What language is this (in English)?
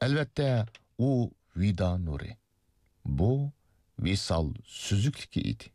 Uyghur